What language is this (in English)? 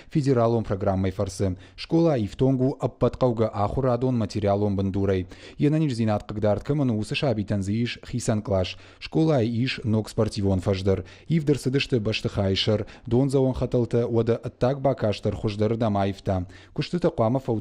Ossetic